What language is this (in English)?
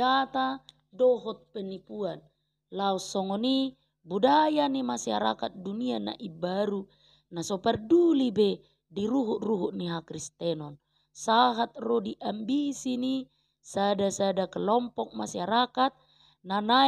Batak Toba